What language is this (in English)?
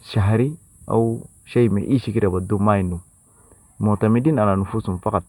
Sudanese Arabic